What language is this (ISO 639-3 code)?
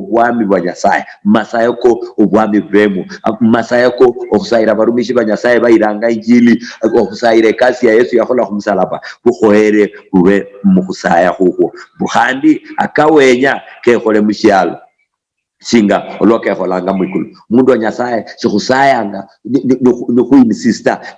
luy